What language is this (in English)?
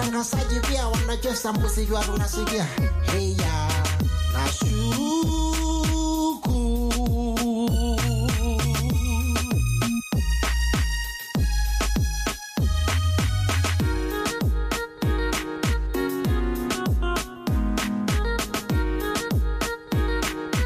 Swahili